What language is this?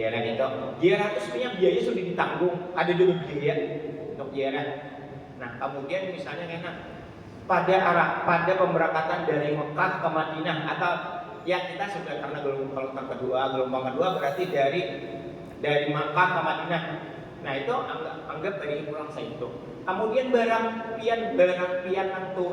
Banjar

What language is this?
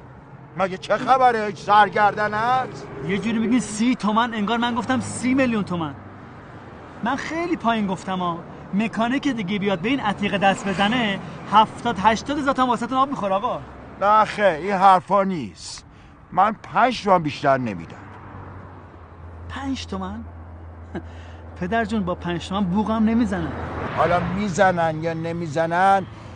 Persian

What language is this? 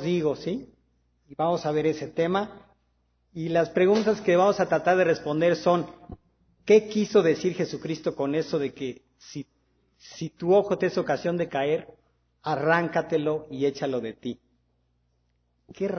Spanish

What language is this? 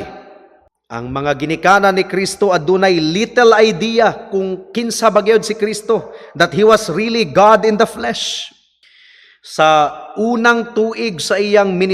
Cebuano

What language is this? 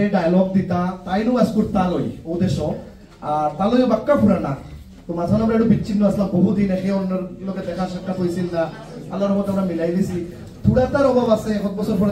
Sylheti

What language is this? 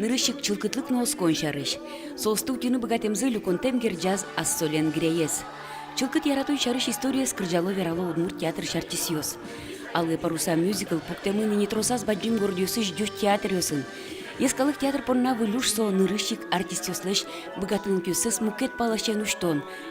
Udmurt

